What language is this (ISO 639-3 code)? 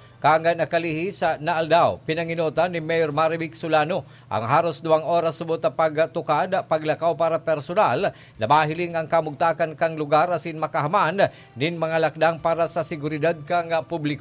bik